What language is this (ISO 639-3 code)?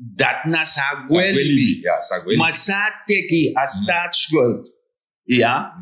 srn